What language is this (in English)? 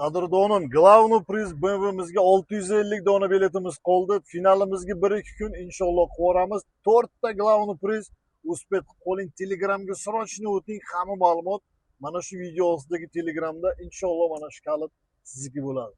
Uzbek